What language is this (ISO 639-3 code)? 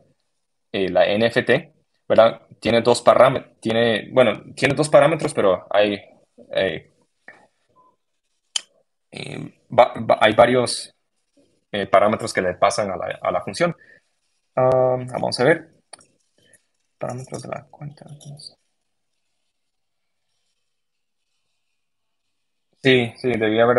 spa